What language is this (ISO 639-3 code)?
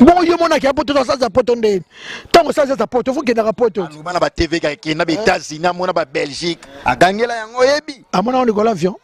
lin